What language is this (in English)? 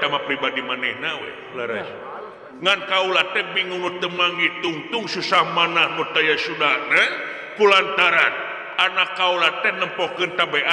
Sundanese